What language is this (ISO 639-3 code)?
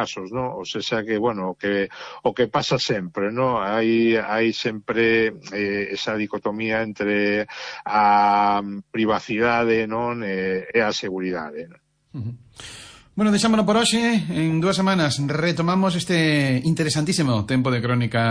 glg